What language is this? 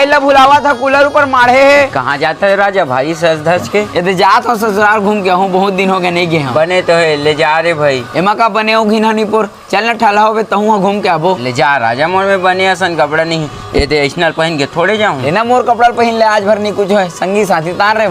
Chhattisgarhi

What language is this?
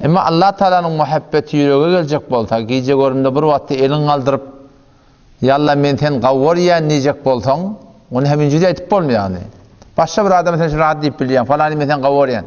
Turkmen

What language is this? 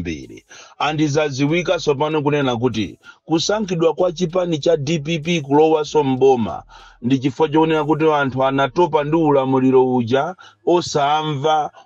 Nyanja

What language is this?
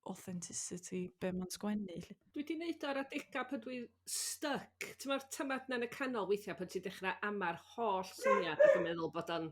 Welsh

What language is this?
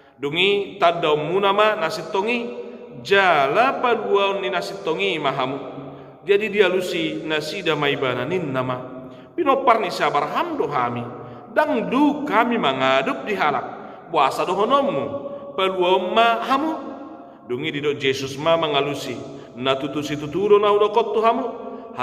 Batak Toba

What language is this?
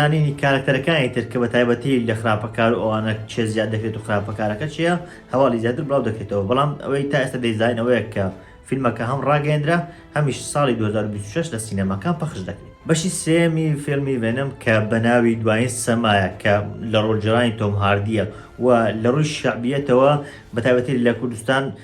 Central Kurdish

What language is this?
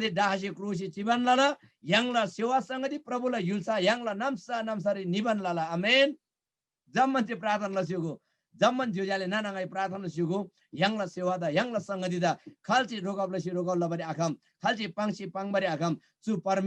Eastern Tamang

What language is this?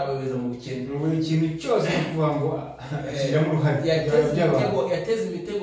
Kinyarwanda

